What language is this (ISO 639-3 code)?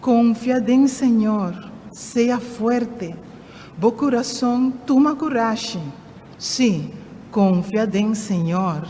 pap